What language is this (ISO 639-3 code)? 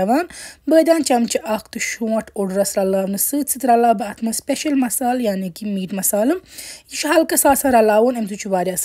kas